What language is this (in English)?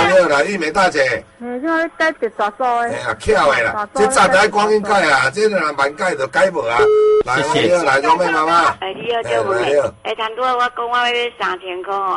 Min Nan Chinese